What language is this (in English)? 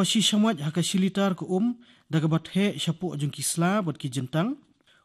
Khasi